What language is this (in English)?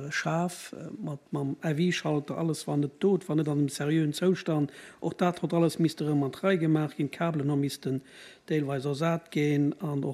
Luxembourgish